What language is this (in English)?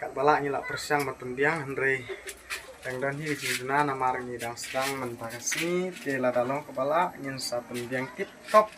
Khasi